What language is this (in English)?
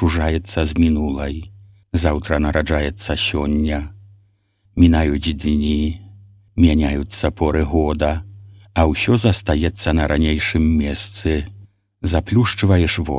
Belarusian